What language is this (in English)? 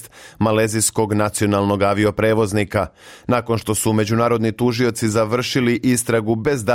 Serbian